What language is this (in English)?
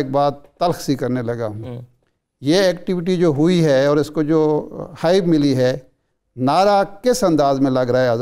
Urdu